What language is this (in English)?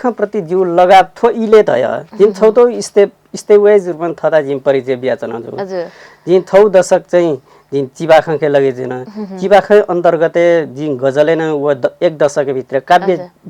Newari